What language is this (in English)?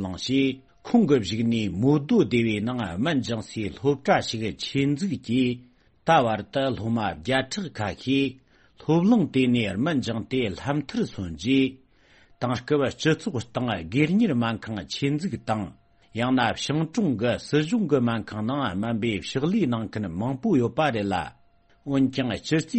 Tibetan